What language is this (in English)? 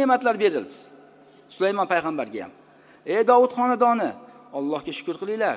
Uzbek